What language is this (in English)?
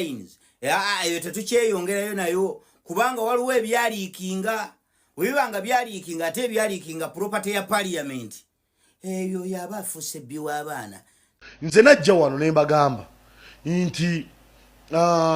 Ganda